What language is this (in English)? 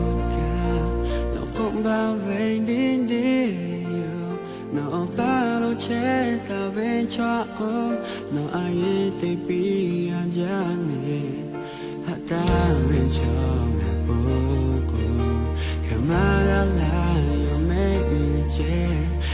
Lahu